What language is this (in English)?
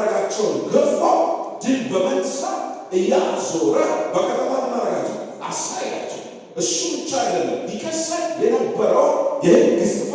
Amharic